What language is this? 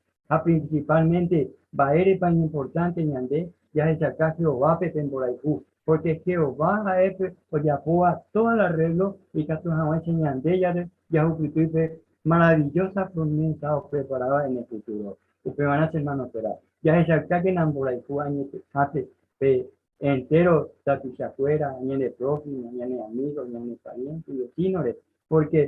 Guarani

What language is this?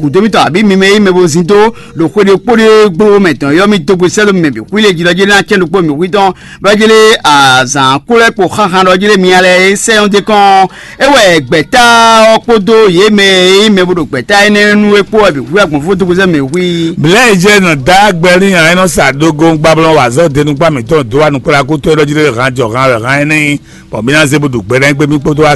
Fon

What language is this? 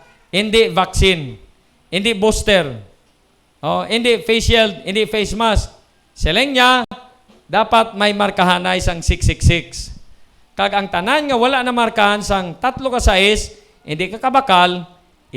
Hiligaynon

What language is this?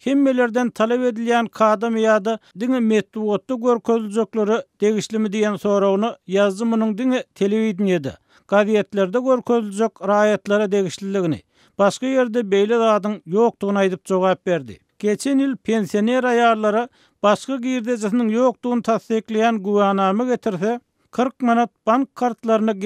Turkmen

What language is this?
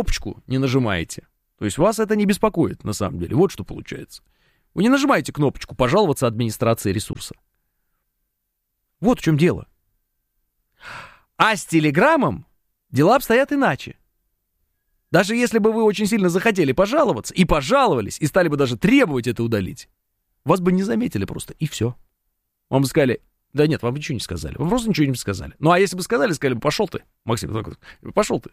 Russian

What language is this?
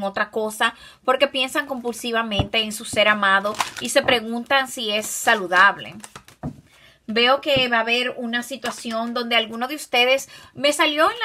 Spanish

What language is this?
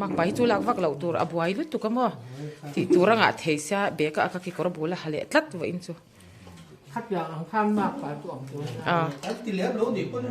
Mizo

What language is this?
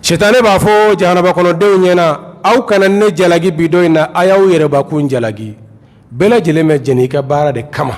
Bambara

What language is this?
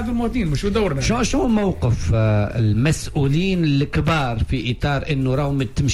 Tunisian Arabic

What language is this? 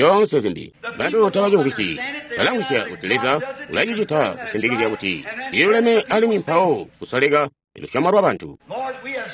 Tonga (Zambia)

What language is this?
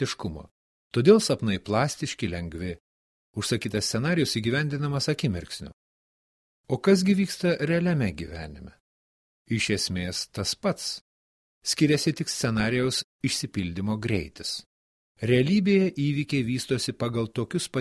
Lithuanian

